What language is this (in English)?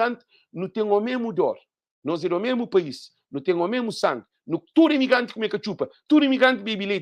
Kabuverdianu